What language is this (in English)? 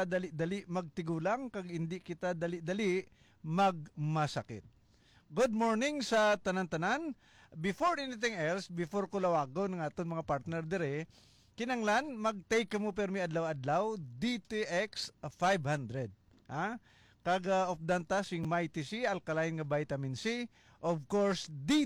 Hiligaynon